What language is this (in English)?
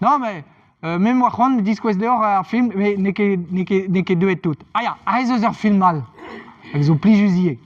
Breton